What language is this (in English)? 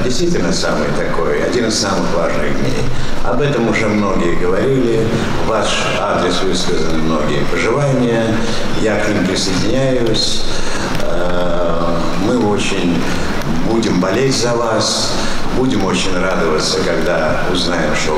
Russian